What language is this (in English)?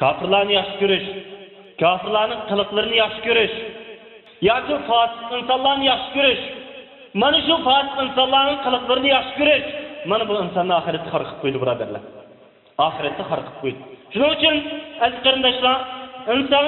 Uyghur